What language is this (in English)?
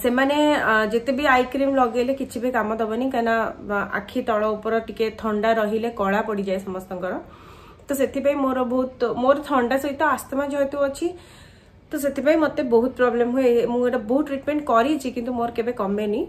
Odia